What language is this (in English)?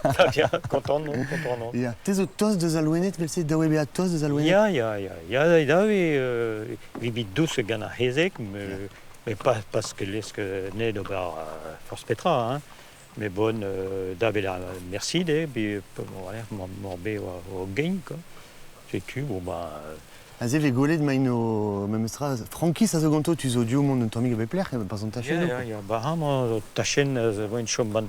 Breton